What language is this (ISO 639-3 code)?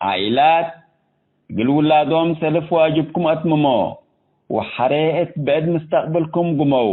tig